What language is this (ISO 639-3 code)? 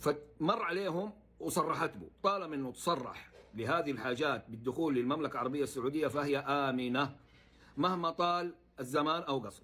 arz